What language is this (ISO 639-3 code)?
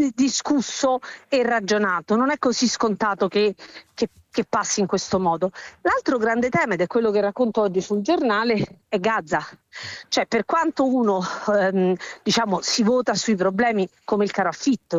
ita